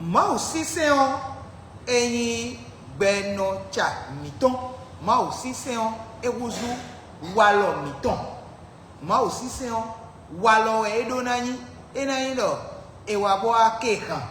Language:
Fon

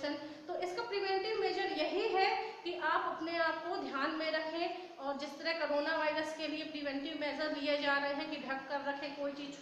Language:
Hindi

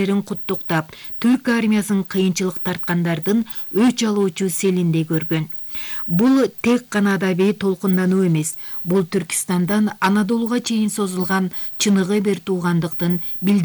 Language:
Kyrgyz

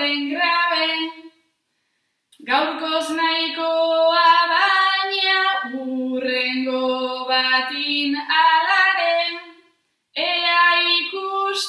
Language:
Basque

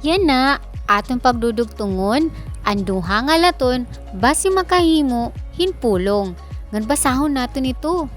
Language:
Waray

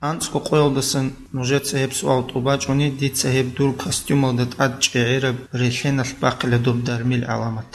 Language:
Avaric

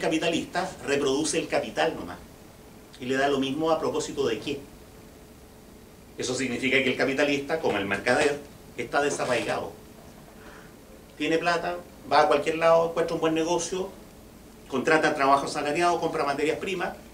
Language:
Spanish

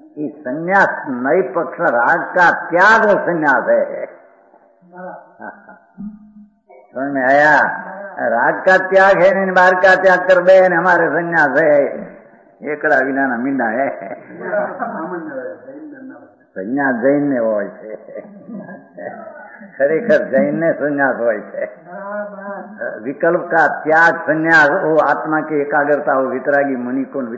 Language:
Hindi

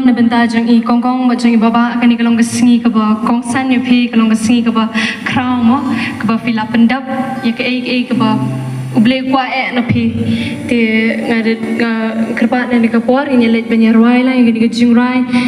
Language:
Khasi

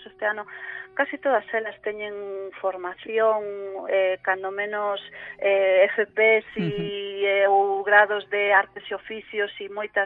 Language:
Galician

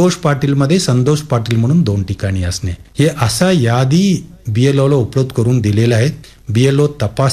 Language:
Marathi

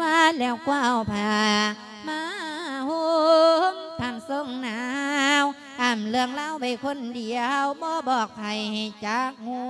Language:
Lao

